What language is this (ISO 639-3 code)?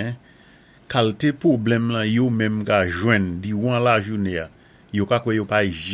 acf